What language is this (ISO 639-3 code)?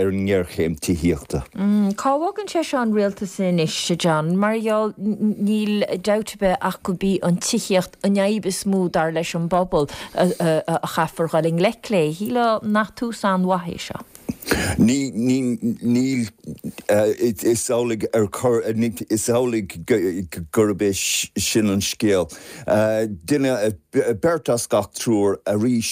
gle